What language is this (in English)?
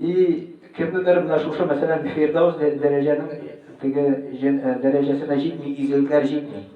Tatar